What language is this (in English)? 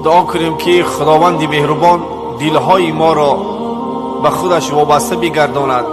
Tajik